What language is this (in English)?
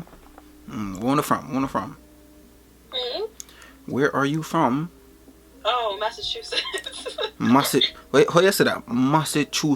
Jamaican Creole English